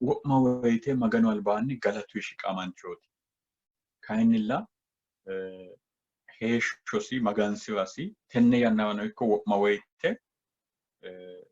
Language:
Sidamo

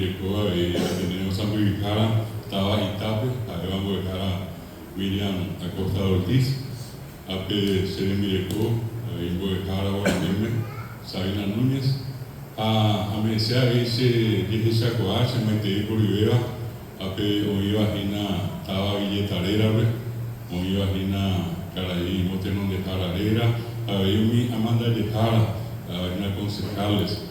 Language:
Guarani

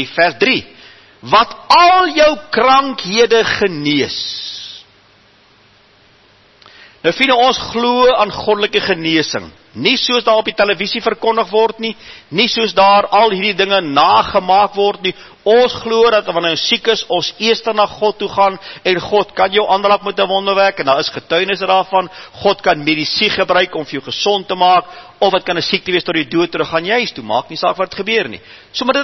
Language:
Afrikaans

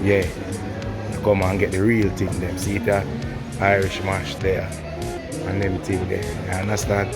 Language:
Jamaican Creole English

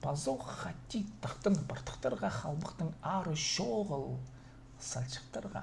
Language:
Khakas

